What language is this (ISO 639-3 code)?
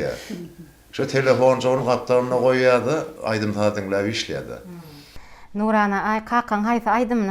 tuk